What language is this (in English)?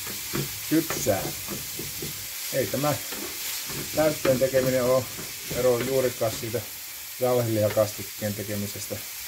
Finnish